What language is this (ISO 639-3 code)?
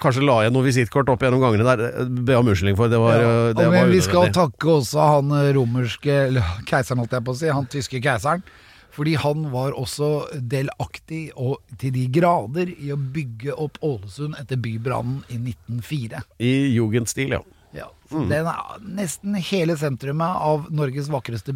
nor